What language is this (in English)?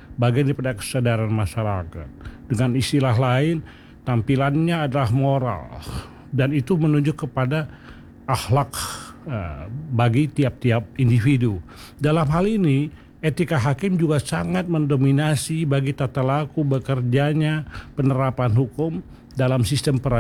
Indonesian